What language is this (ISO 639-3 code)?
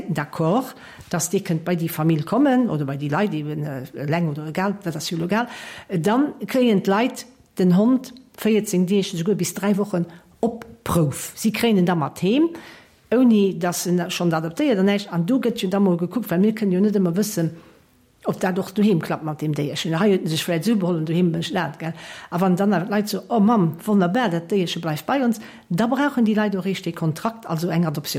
ltz